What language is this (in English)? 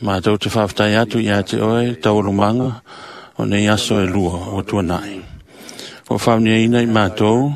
Samoan